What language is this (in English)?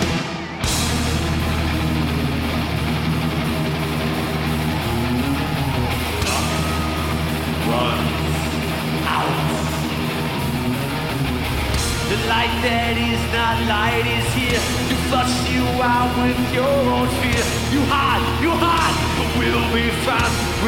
English